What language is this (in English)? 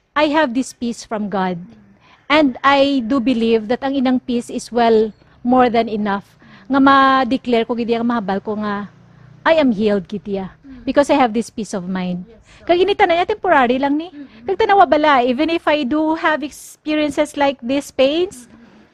Hiligaynon